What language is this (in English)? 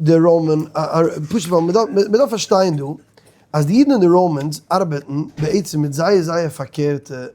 Yiddish